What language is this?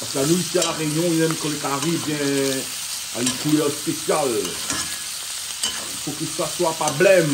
Réunion Creole French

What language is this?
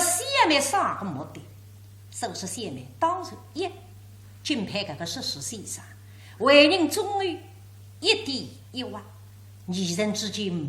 Wu Chinese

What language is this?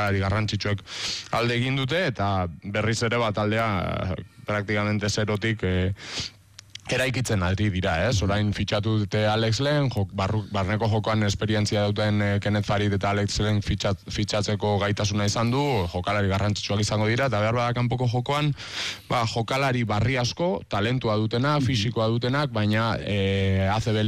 Basque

